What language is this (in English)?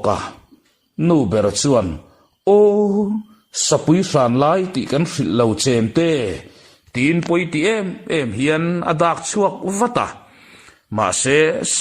Mizo